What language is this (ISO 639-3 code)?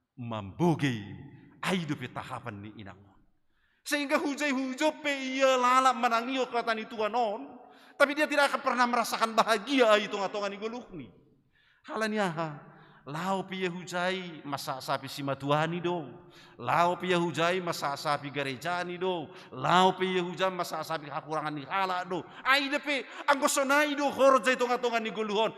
bts